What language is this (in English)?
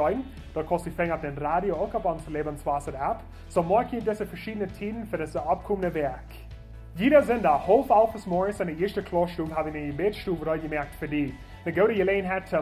Plautdietsch